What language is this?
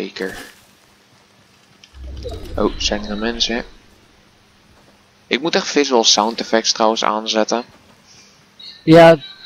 Dutch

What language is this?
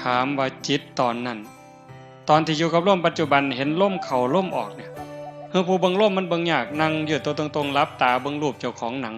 Northeastern Thai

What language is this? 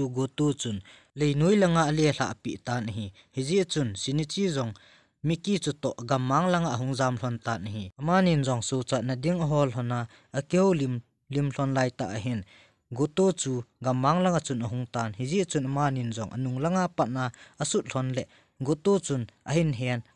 Thado Chin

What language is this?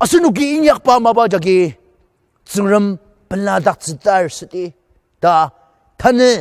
Ao Naga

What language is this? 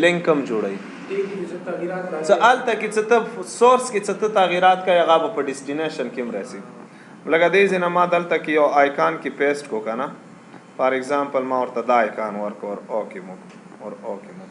Pashto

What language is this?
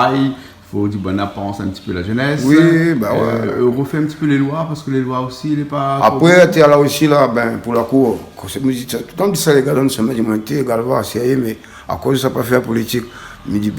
Réunion Creole French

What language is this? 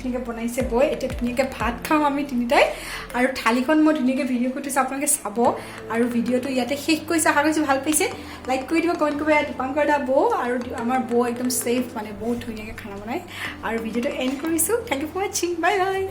Assamese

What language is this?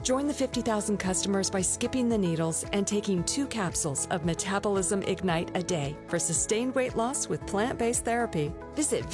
English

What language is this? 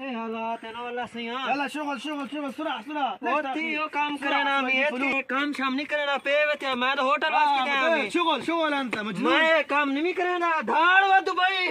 Saraiki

